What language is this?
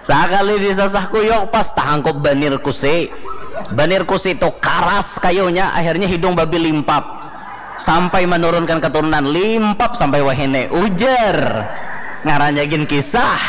Banjar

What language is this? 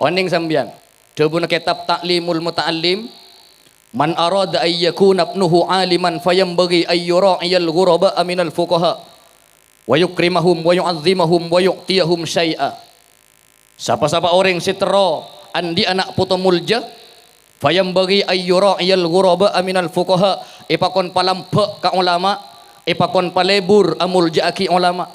Madurese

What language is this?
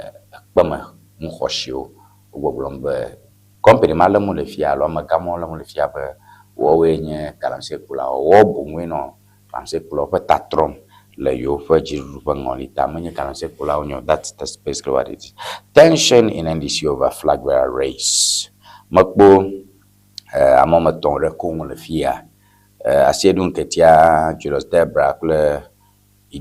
Ewe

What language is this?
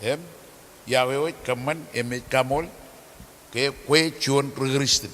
Marshallese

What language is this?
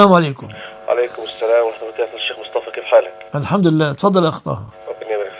Egyptian Arabic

